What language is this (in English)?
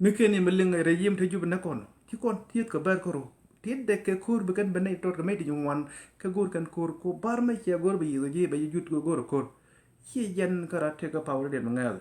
Nuer